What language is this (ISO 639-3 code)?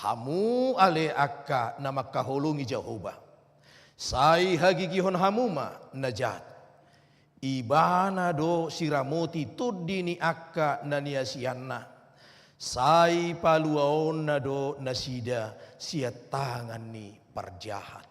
bbc